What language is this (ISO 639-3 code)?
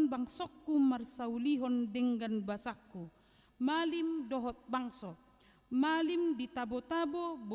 bbc